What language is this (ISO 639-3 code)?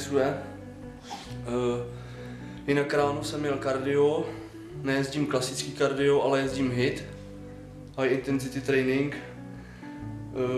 ces